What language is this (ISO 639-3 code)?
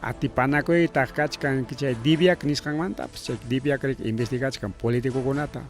quy